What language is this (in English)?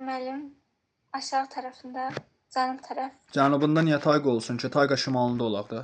Azerbaijani